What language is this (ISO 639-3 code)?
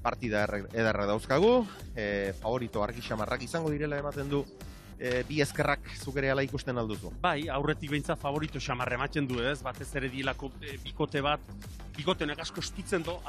eus